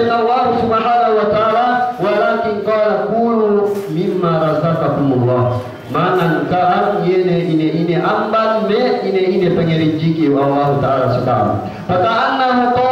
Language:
Yakan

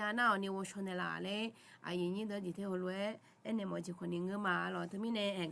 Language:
Akha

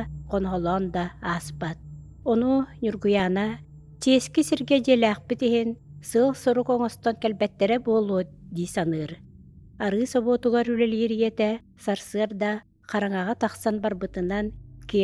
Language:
Yakut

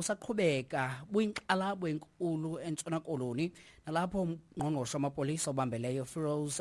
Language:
Xhosa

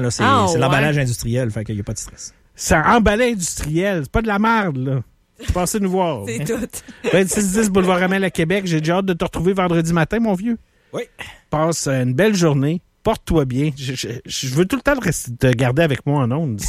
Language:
French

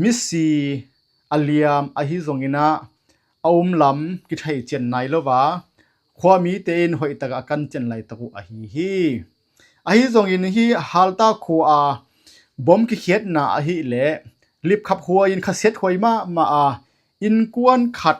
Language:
Tedim Chin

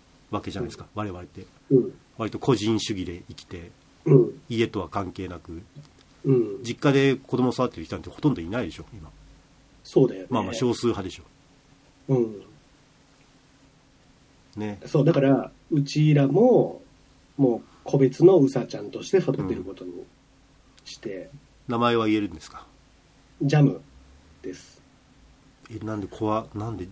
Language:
Japanese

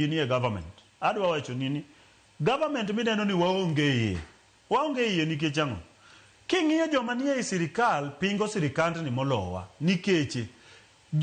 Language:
Luo (Kenya and Tanzania)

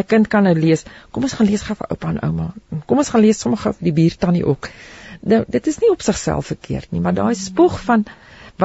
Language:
Afrikaans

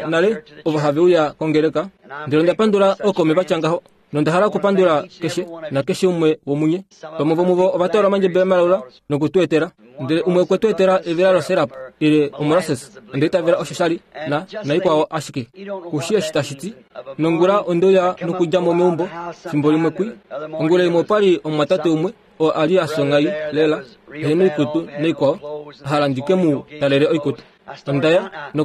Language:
Kuanyama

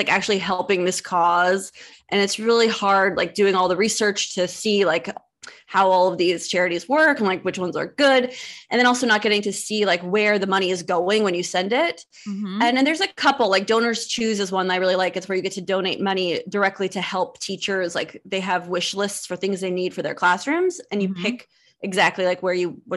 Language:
English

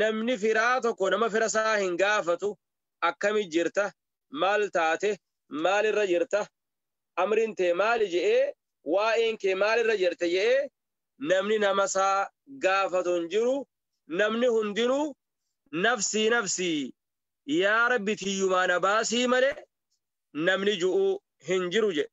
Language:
Oromo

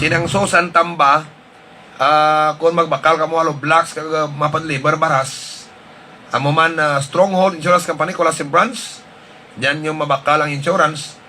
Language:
Hiligaynon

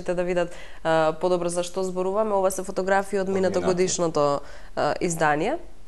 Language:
Macedonian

